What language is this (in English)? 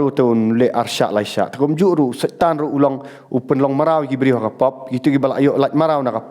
Khasi